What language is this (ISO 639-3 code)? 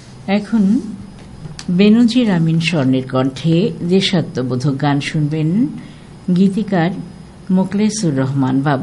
ben